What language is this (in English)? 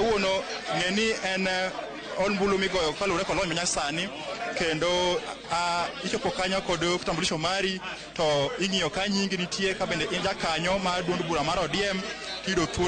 Luo (Kenya and Tanzania)